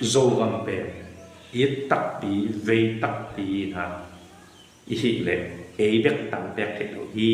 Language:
Tedim Chin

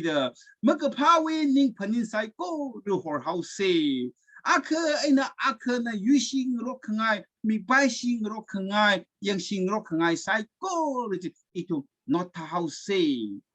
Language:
Tangkhul Naga (India)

